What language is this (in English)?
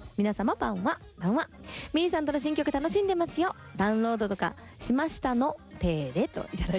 Japanese